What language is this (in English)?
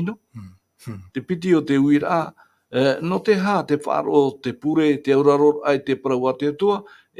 Tahitian